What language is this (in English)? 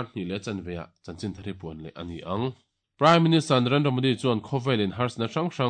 Mizo